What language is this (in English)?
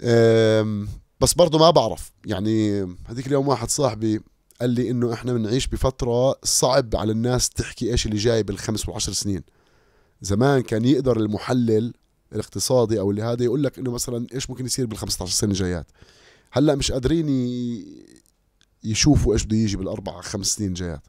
North Levantine Arabic